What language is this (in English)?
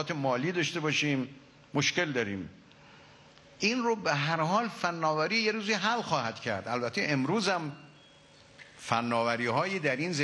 Persian